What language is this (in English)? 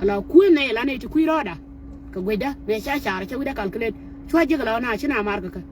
Nuer